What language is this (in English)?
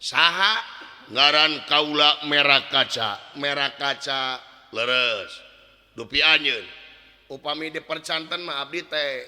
Sundanese